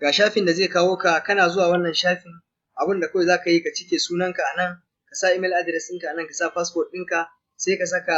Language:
Hausa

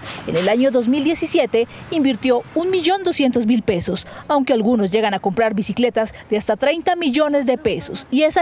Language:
Spanish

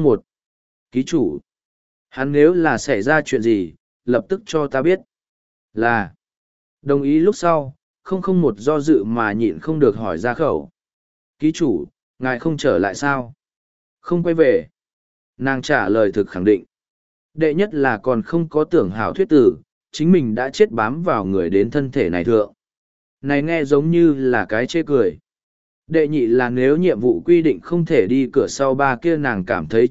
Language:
Vietnamese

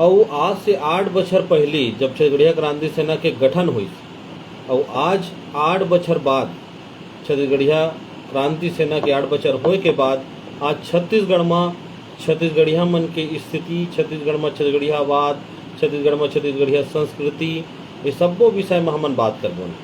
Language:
Chhattisgarhi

